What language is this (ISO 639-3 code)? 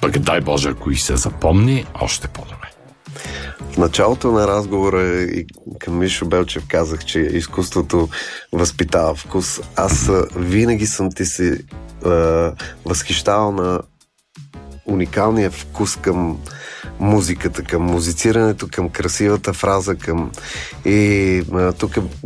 bul